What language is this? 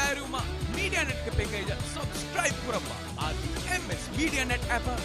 Divehi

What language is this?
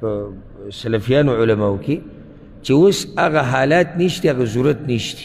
Pashto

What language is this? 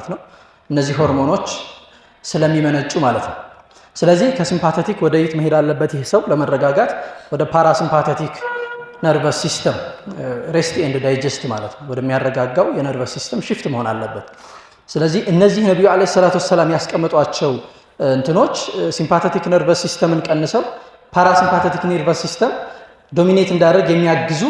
Amharic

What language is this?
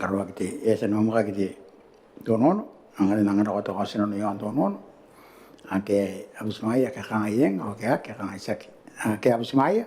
Gilbertese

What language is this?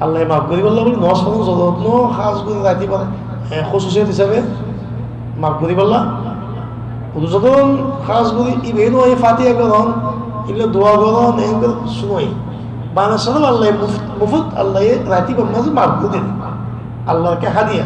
Rohingya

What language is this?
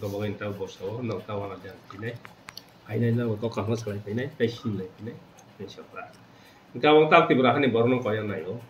Kok Borok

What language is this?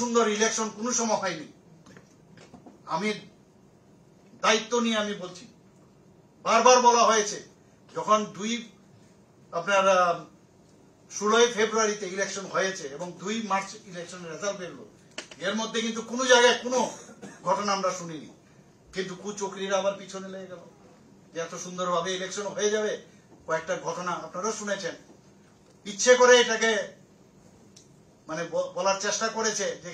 Bangla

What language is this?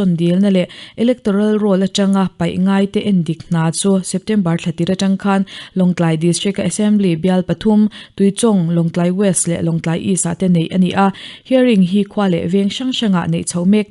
Mizo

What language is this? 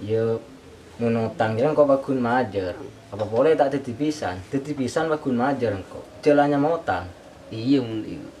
Madurese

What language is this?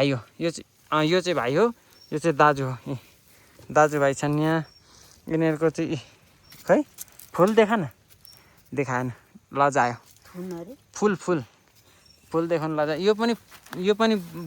Nepali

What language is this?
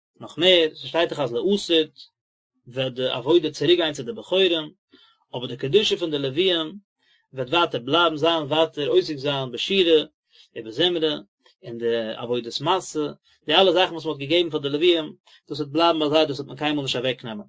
Yiddish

